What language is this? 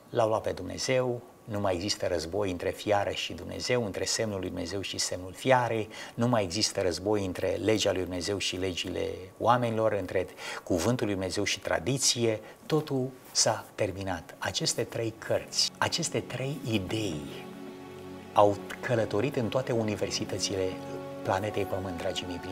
Romanian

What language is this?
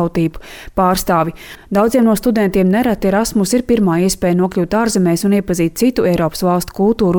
Latvian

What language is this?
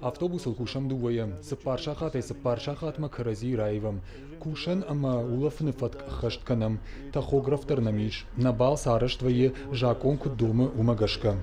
Ossetic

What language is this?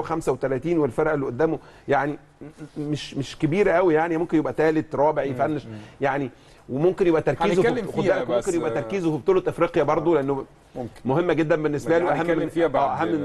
Egyptian Arabic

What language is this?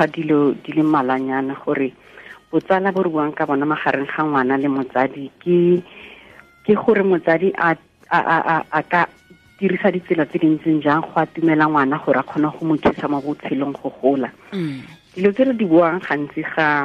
Tswana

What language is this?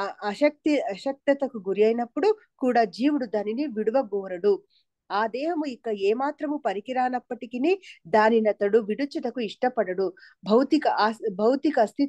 Telugu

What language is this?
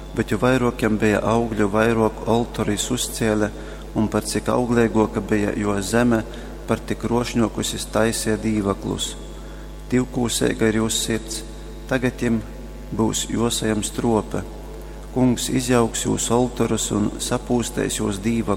Latgalian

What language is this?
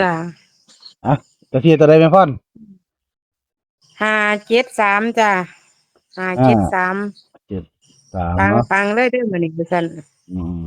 Northeastern Thai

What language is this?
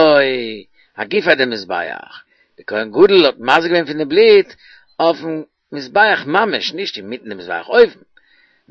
Yiddish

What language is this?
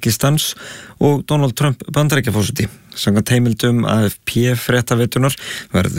Icelandic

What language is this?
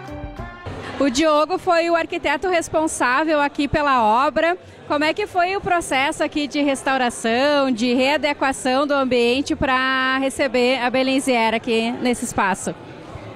Portuguese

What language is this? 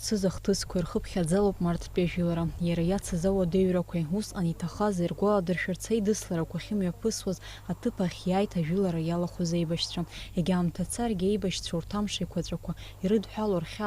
Abkhazian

